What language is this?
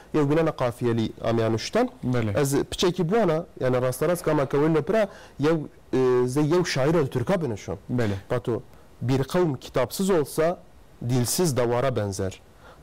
Kurdish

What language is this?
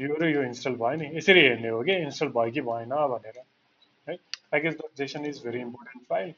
Nepali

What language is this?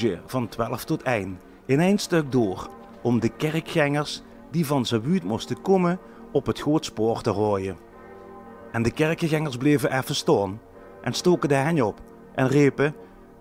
Limburgish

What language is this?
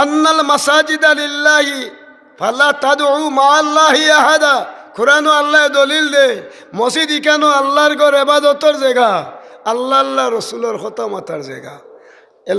Sylheti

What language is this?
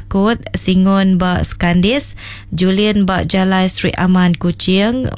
Iban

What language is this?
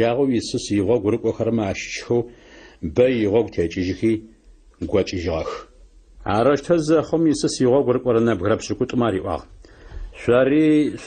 Adyghe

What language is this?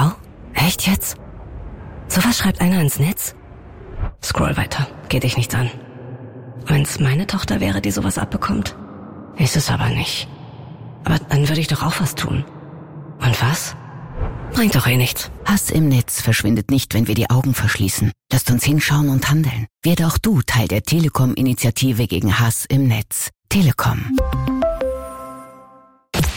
German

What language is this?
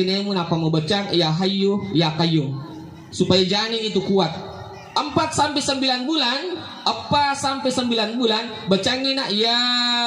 Buginese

